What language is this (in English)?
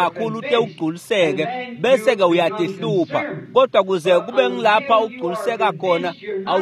Swati